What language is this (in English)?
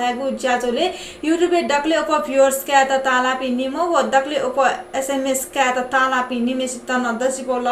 Newari